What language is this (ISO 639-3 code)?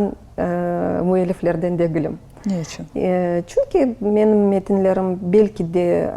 crh